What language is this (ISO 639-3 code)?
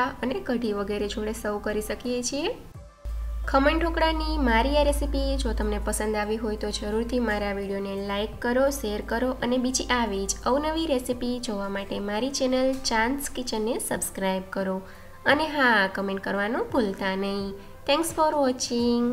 guj